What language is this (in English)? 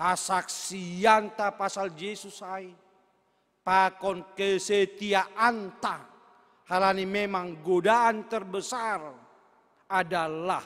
Batak Simalungun